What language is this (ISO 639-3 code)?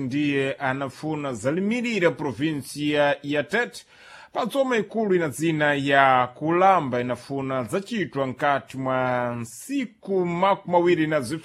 seh